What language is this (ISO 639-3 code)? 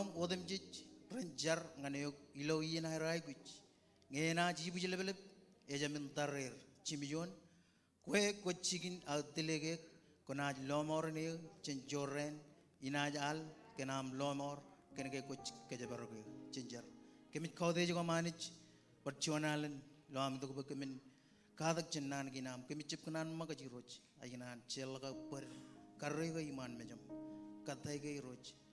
mah